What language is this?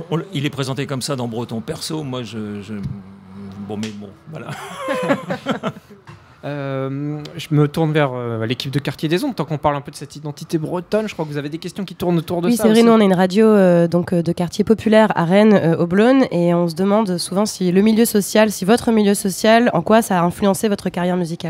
French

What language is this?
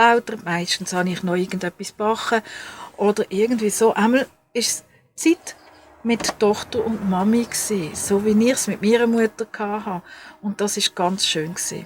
Swiss German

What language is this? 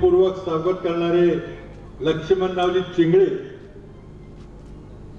Marathi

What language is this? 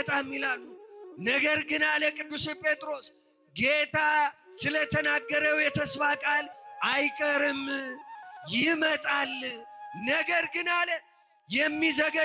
Amharic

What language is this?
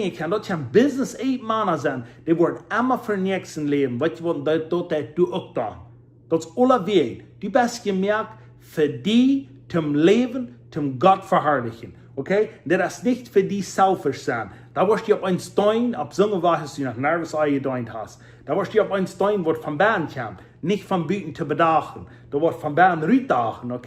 Plautdietsch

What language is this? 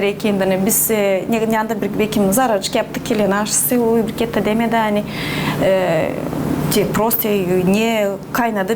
Gagauz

